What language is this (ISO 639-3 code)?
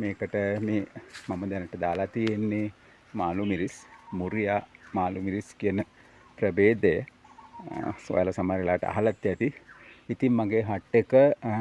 sin